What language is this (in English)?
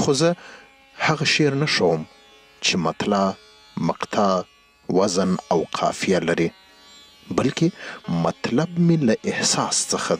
Pashto